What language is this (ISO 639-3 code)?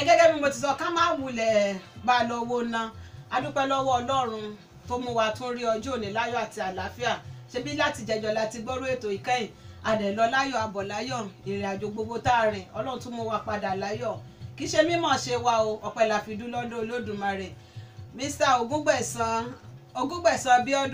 yor